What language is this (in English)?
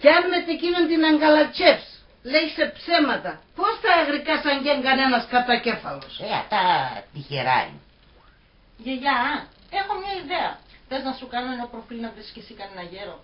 Pontic